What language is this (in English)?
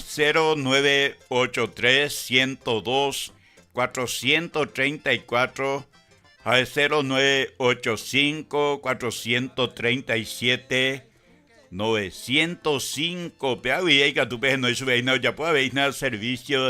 Guarani